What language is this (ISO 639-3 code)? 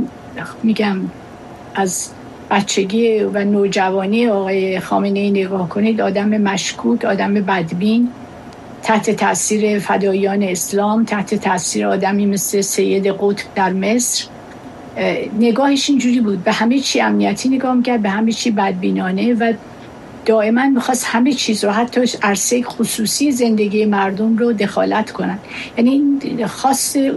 fas